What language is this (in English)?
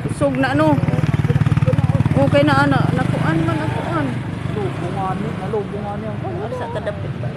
Cebuano